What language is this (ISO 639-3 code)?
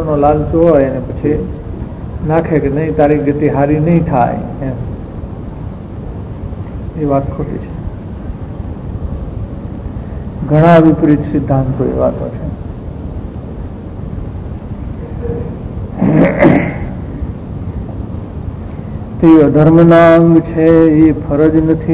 guj